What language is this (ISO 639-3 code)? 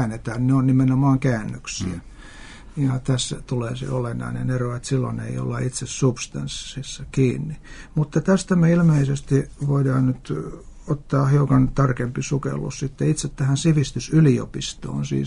fin